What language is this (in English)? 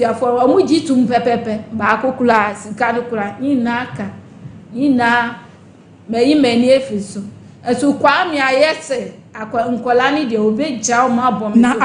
Akan